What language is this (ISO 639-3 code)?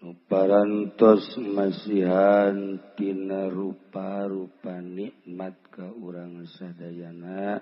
sun